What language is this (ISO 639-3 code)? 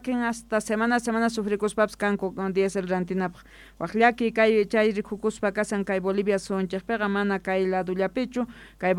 quh